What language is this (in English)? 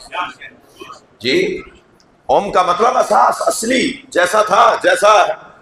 Urdu